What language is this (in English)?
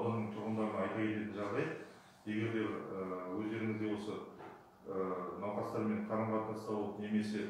Kazakh